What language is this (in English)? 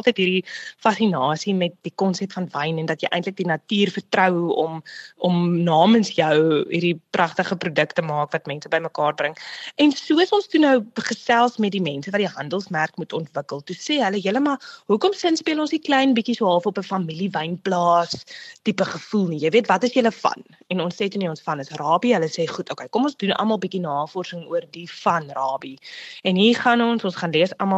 Afrikaans